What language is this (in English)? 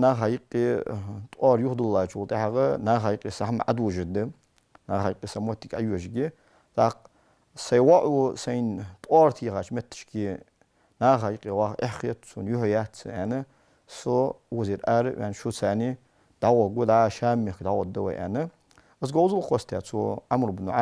Ingush